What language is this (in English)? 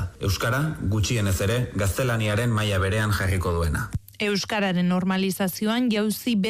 Basque